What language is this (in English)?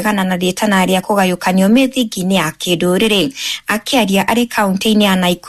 Kikuyu